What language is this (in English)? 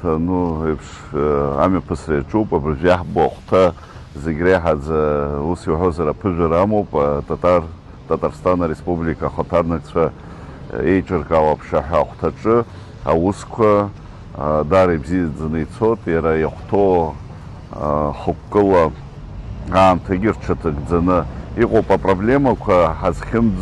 Abkhazian